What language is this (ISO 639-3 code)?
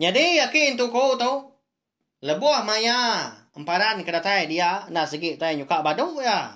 iba